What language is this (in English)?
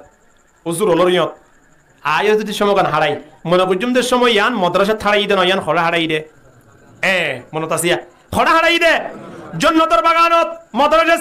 Rohingya